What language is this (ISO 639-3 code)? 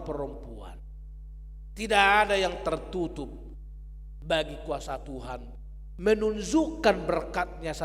bbc